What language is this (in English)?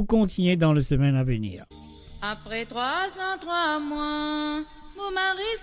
Morisyen